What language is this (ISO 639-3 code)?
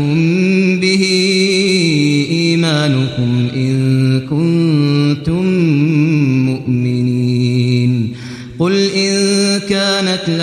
ara